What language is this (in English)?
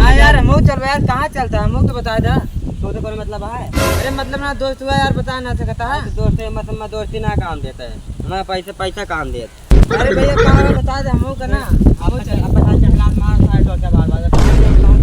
Awadhi